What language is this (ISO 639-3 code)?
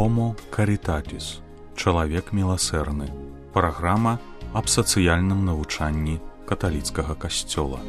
bel